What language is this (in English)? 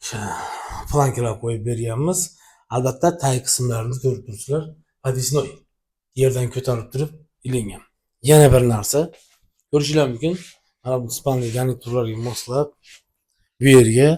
Uzbek